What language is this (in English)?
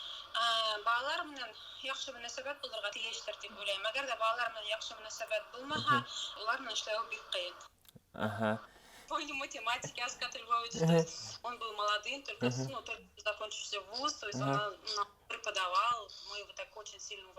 Bashkir